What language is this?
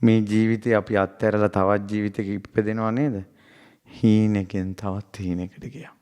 Sinhala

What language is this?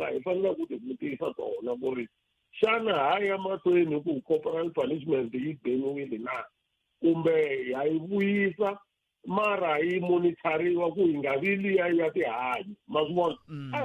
Tsonga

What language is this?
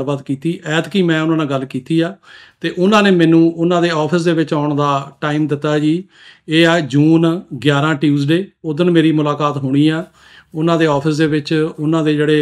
Punjabi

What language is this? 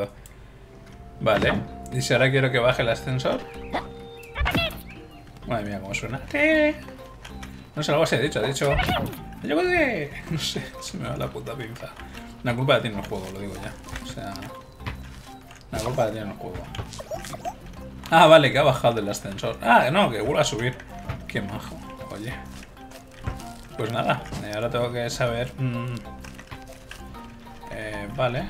Spanish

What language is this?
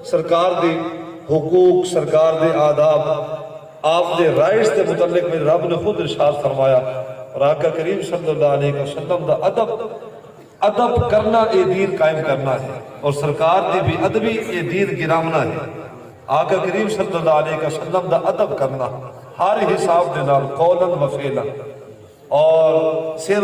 Saraiki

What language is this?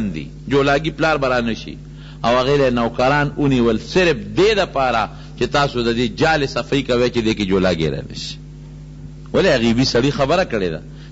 Pashto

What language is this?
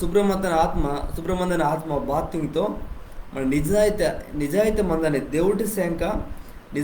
Koya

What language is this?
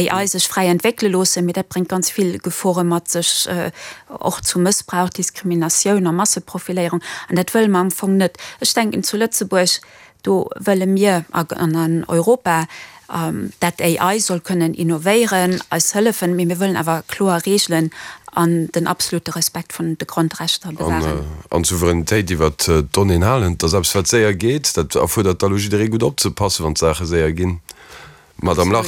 Luxembourgish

